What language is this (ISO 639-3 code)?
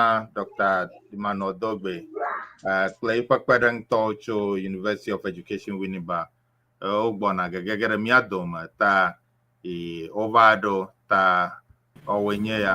ewe